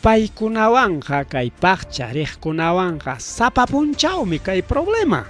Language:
Ayacucho Quechua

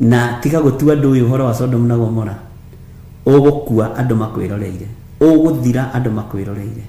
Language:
Kikuyu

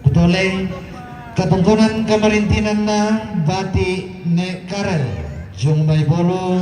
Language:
Toraja-Sa'dan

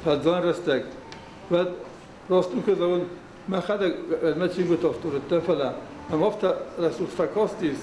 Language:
Ossetic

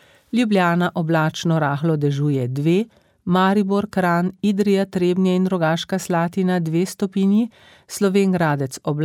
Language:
Slovenian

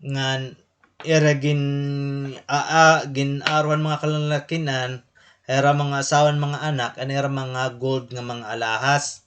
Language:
Waray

